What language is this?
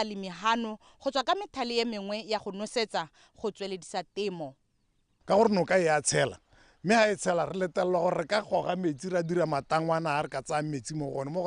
Tswana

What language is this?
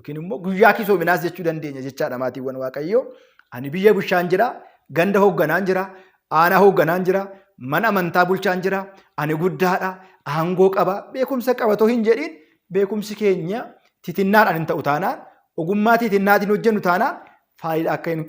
Oromo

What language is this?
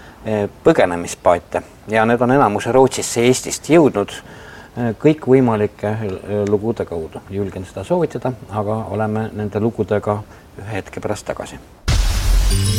Estonian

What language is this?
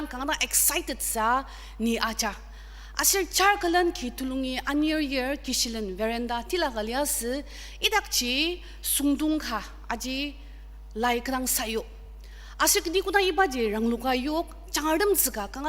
Ao Naga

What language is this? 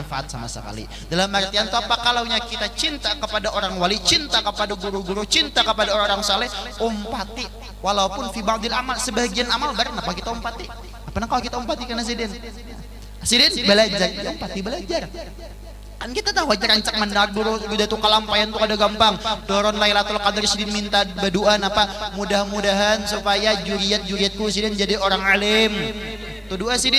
Banjar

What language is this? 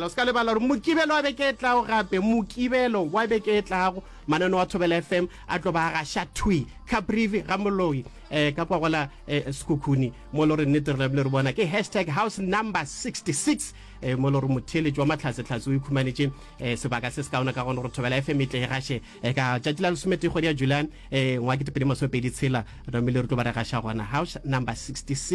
Northern Sotho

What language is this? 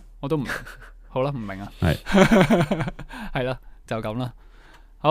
Cantonese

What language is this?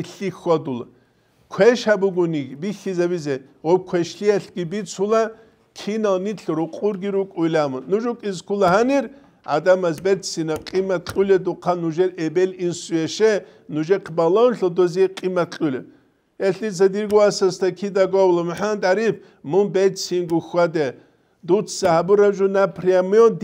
Avaric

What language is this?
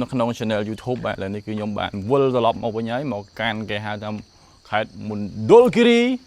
Khmer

